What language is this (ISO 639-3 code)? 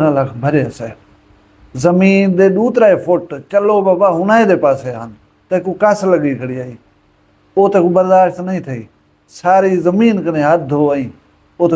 skr